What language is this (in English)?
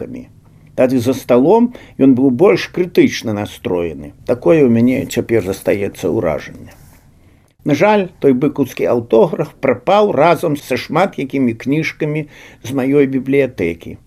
Belarusian